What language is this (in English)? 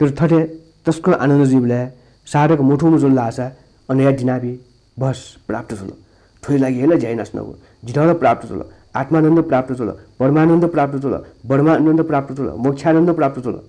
Newari